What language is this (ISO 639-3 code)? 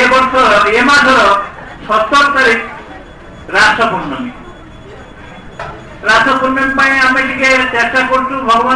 ori